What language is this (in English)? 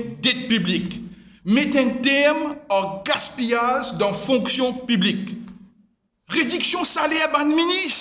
Morisyen